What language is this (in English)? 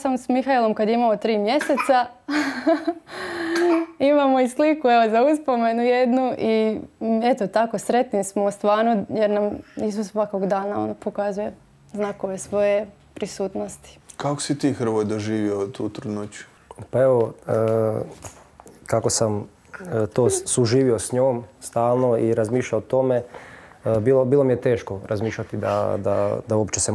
Croatian